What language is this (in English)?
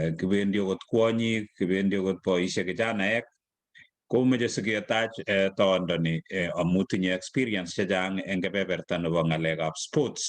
Kalenjin